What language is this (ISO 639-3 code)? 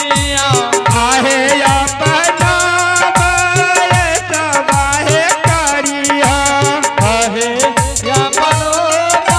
anp